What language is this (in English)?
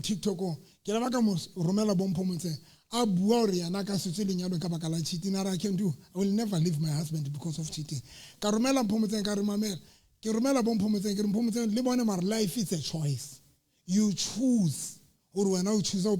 Southern Sotho